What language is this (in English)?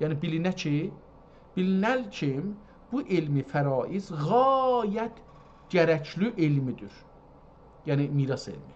South Azerbaijani